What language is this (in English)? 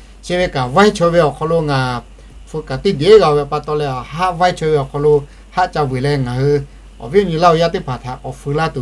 Lahu